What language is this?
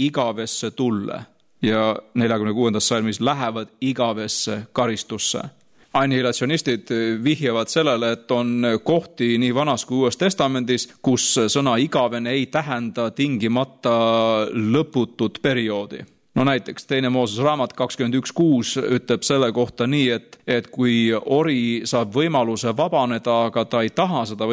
Estonian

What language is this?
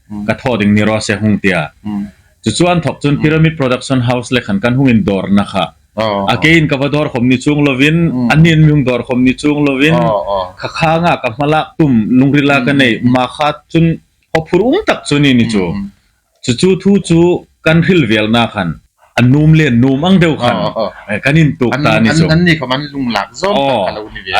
Hmar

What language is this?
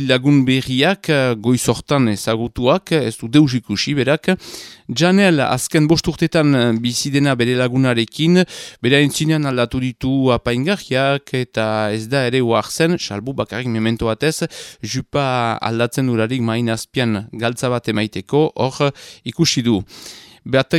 Basque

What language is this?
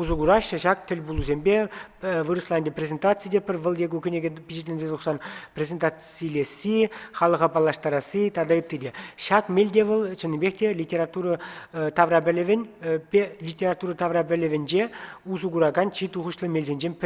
Chuvash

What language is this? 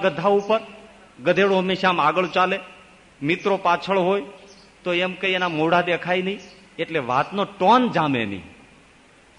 Gujarati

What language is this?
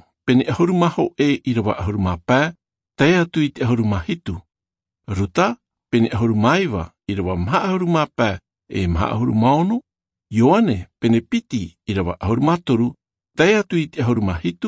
Tahitian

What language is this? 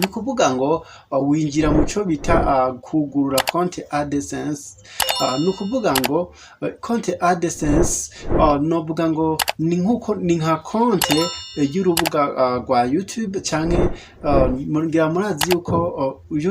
Rundi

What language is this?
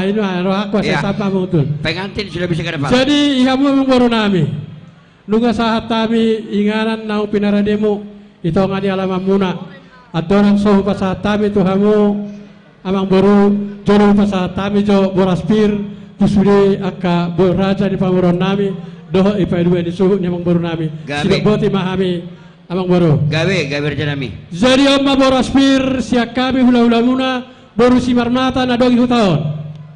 Batak Toba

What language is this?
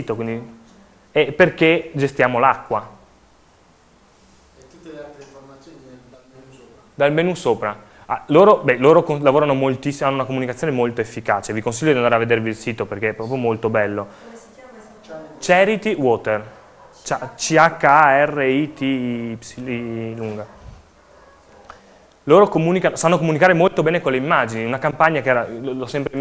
Italian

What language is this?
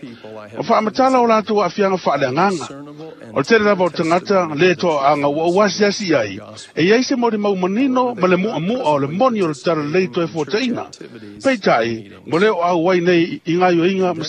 Samoan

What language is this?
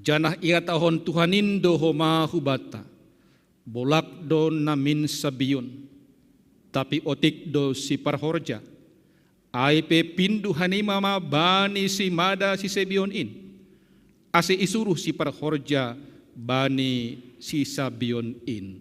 Batak Simalungun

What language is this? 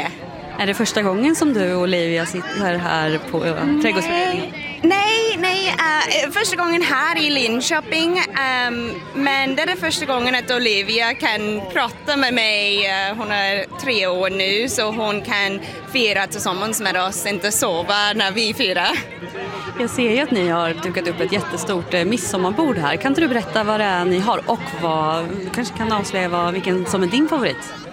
Swedish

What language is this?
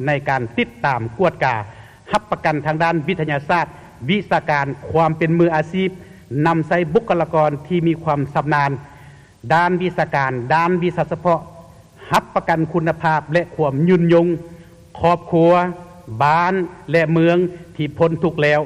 Lao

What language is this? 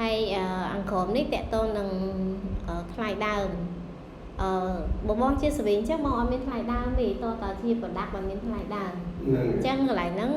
Khmer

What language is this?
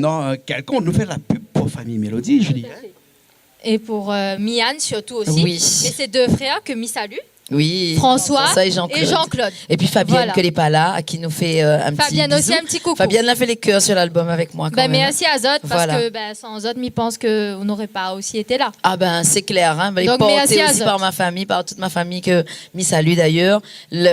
Réunion Creole French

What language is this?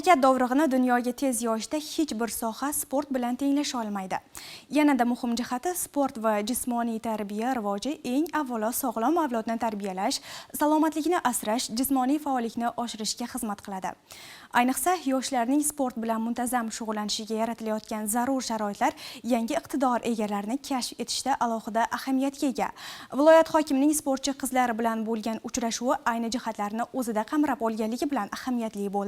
Uzbek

